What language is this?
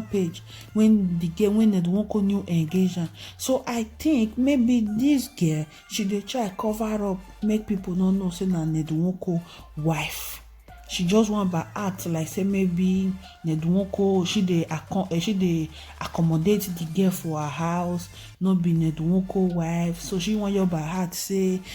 Nigerian Pidgin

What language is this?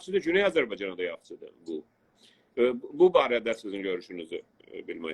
South Azerbaijani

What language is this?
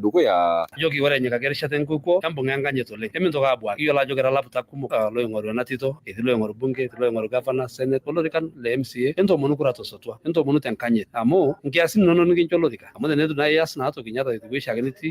Masai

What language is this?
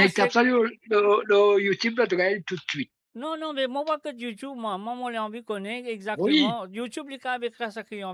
Morisyen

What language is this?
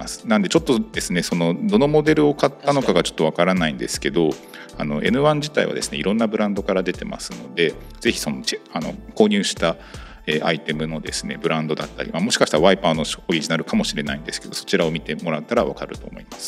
Japanese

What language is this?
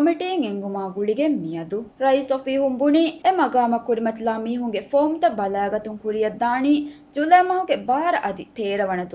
Divehi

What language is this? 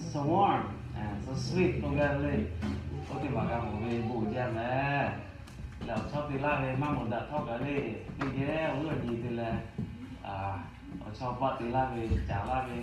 Lahu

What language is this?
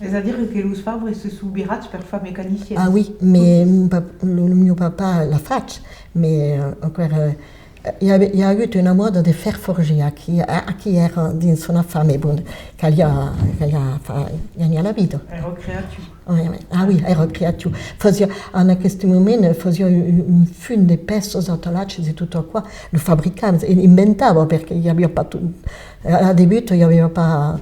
Occitan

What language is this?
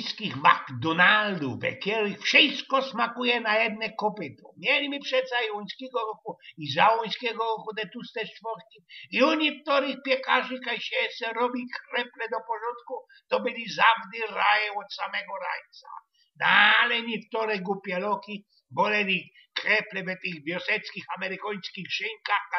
Silesian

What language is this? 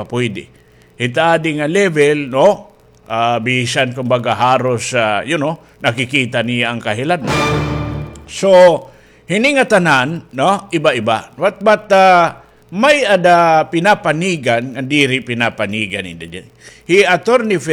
Waray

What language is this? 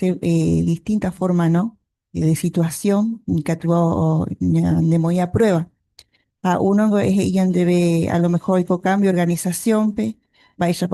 Guarani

